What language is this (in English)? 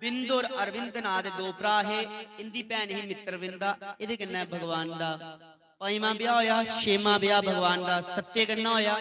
Dogri